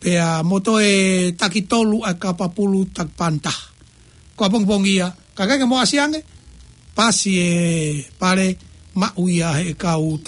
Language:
Tongan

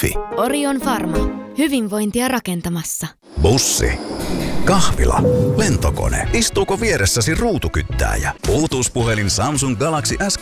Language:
Finnish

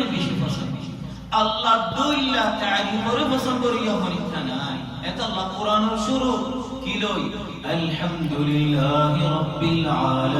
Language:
Rohingya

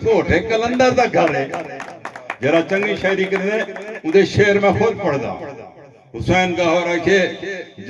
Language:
Saraiki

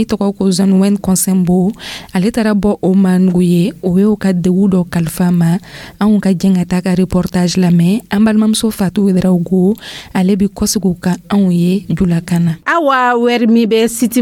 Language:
Dyula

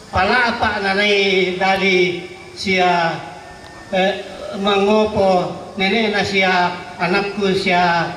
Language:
Toraja-Sa'dan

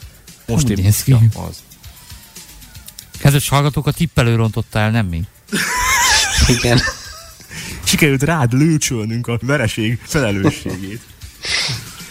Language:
Hungarian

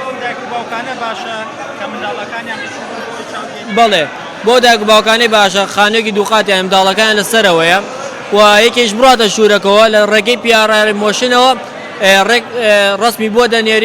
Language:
Central Kurdish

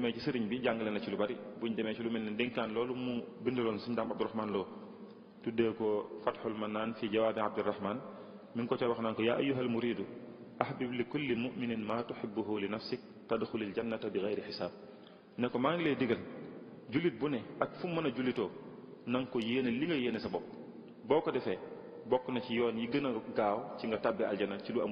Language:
Wolof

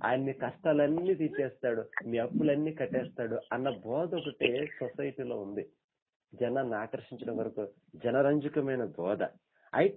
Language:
Telugu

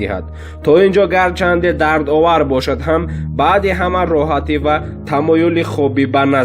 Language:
Tajik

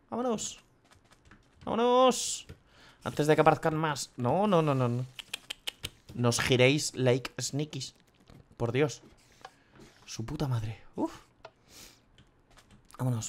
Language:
Spanish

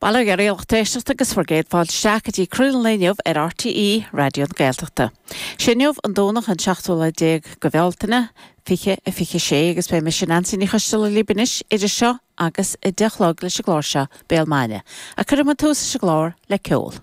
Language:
Irish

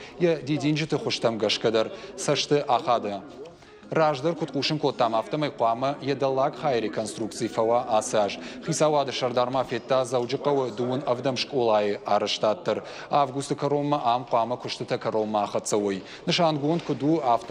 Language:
Ossetic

